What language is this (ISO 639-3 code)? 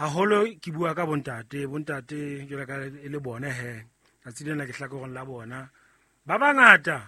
sot